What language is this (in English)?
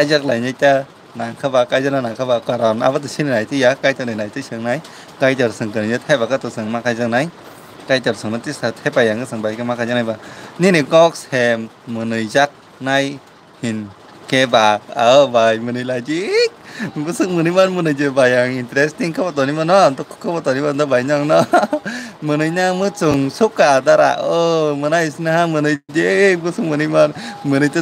Kok Borok